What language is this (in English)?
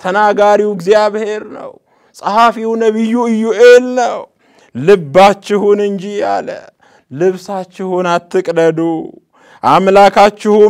Amharic